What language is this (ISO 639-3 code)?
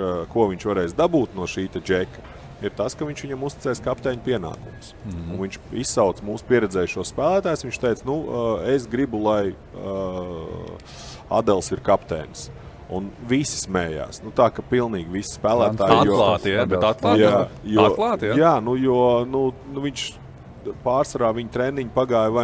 lav